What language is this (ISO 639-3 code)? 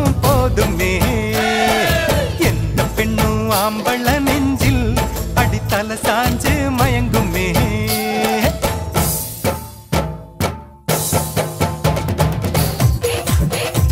tam